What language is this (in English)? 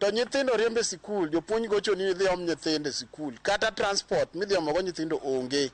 Luo (Kenya and Tanzania)